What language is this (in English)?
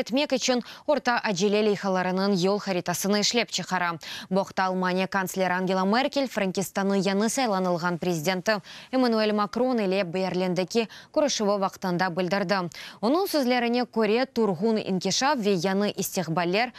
Crimean Tatar